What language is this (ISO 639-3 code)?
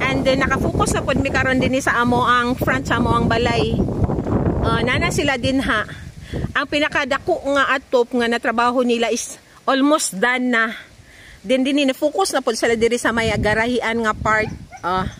ceb